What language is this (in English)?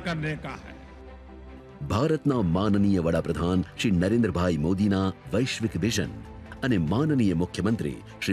Gujarati